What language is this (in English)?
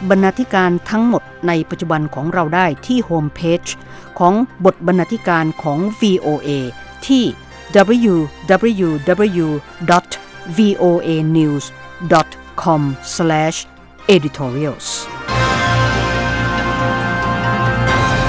Thai